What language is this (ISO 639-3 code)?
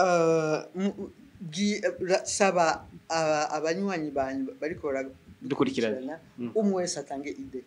run